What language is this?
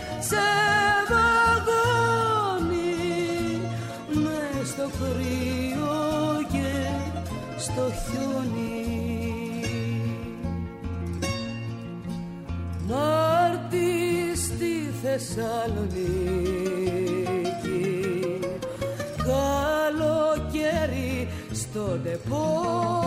Greek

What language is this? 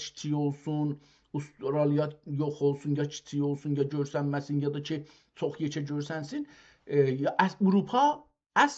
South Azerbaijani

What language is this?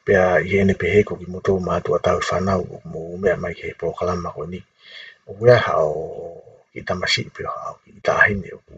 Tongan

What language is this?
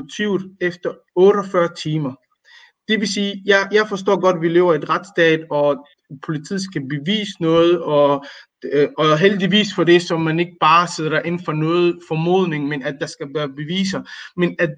Danish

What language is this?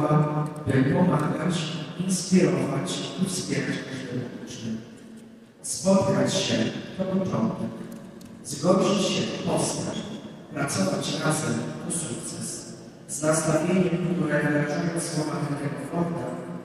Polish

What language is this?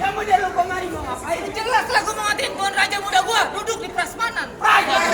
Betawi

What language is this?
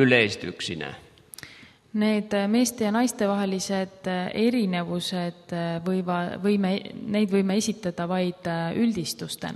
Estonian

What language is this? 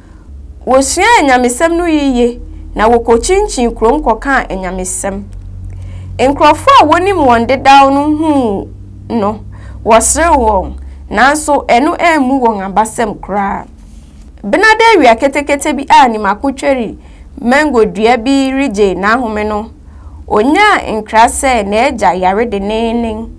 Akan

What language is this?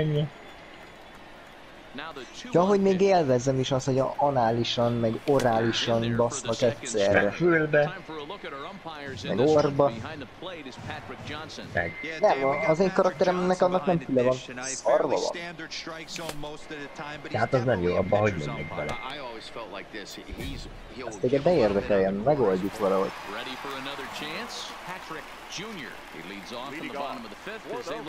Hungarian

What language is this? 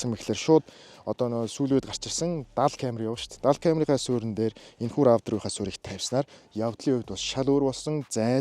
Mongolian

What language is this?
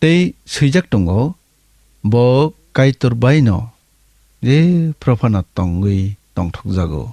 Kok Borok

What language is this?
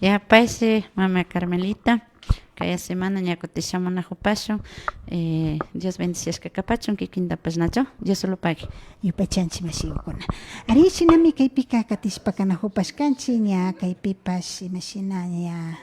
Imbabura Highland Quichua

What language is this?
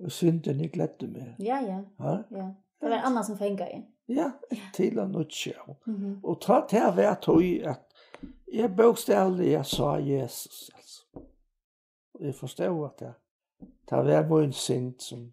Faroese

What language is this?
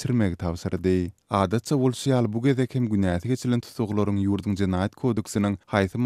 Turkmen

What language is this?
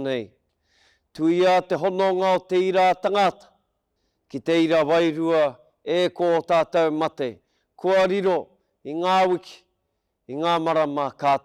Māori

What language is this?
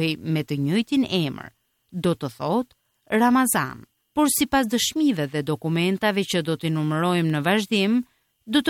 Albanian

